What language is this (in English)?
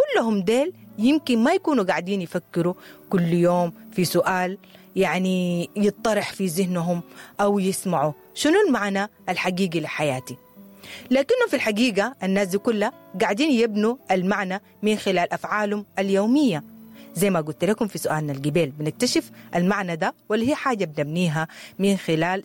Sudanese Arabic